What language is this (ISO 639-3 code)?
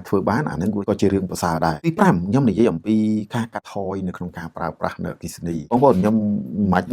khm